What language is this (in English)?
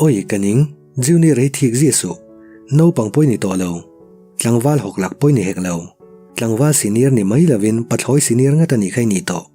Mizo